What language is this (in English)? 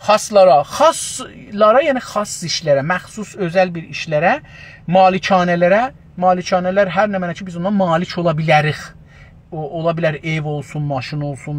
South Azerbaijani